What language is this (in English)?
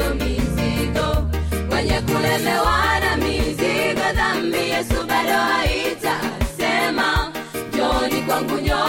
Swahili